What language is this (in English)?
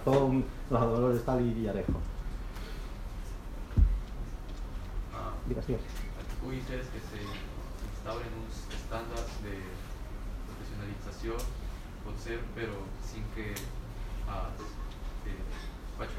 Catalan